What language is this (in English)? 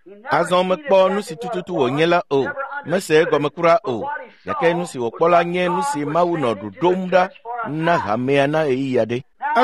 Ewe